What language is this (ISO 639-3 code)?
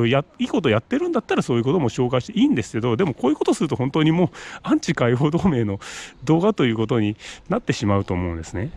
jpn